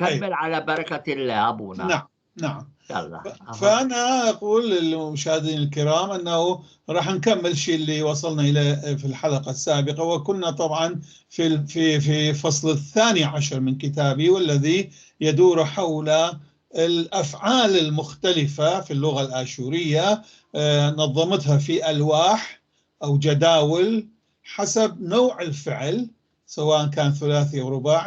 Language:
North Levantine Arabic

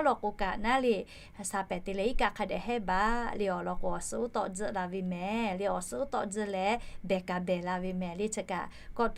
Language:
Lahu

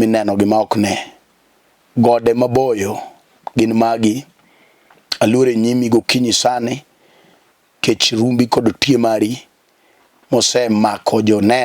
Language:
Luo (Kenya and Tanzania)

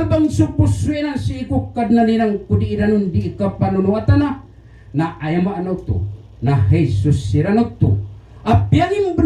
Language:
Maranao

